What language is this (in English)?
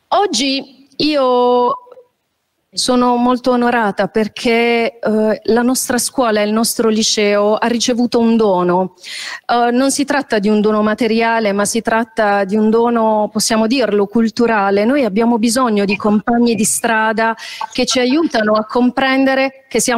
Italian